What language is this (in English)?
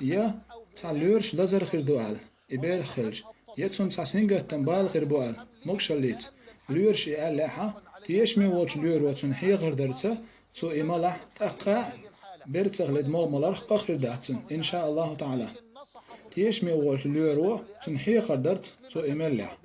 Chechen